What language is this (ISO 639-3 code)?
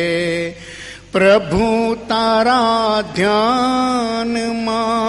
guj